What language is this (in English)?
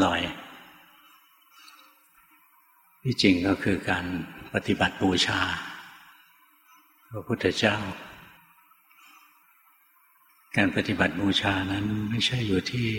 Thai